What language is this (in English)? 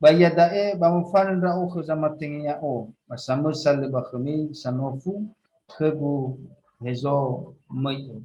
Nias